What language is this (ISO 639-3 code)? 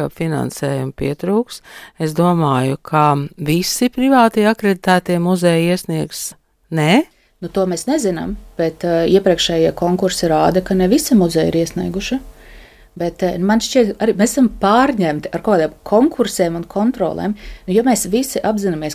lav